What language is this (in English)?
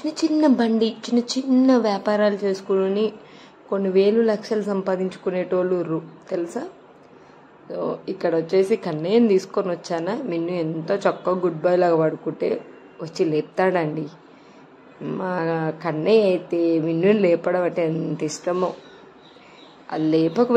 Telugu